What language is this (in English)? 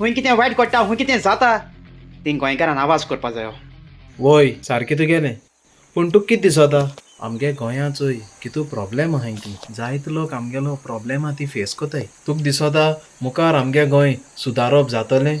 Konkani